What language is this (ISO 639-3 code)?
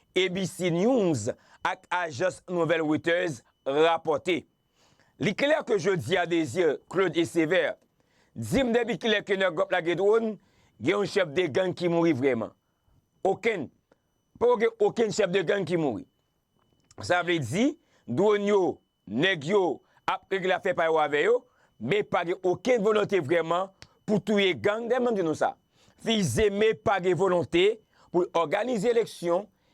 hat